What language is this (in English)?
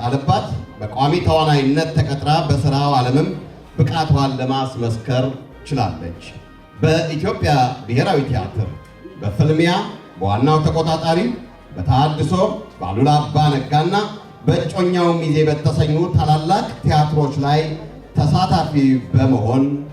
Amharic